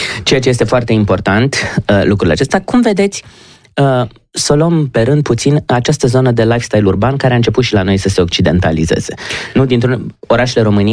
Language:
Romanian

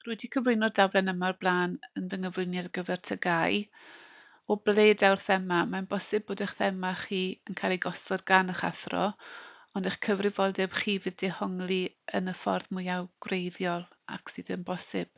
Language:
Welsh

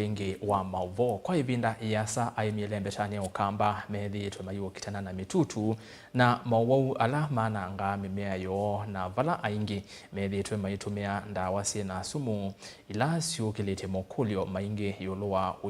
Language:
Kamba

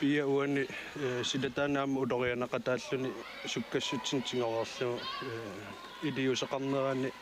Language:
Kalaallisut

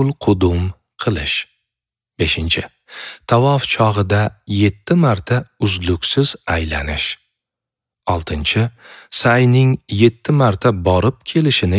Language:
Uzbek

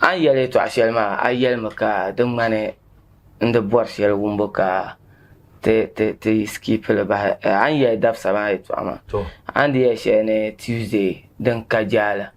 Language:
Dagbani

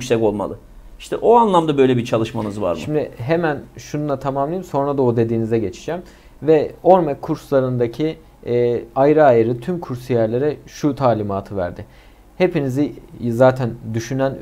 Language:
Turkish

